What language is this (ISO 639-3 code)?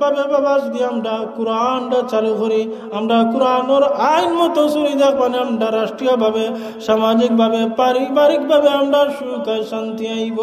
syl